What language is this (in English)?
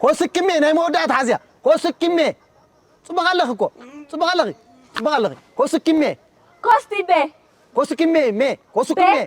Tigrinya